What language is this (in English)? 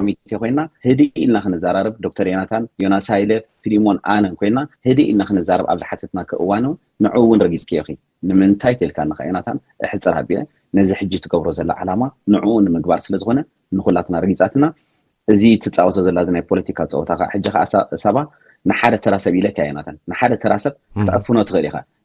Tigrinya